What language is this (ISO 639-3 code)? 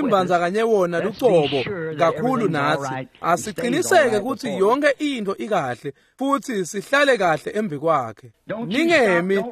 ssw